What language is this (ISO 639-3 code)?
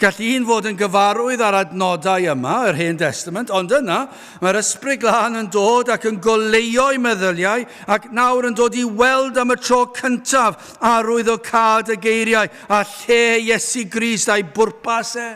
cym